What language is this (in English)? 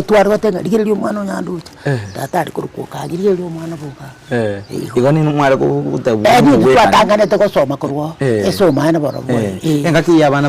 Gusii